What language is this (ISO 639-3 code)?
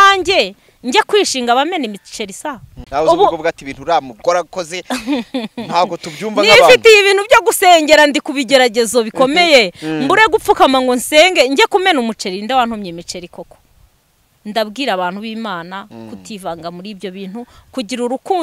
kin